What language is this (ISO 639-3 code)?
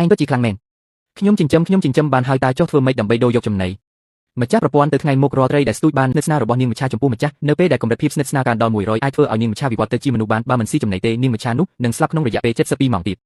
khm